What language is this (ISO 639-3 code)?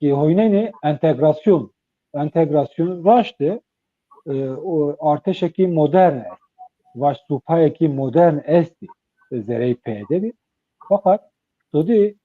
zza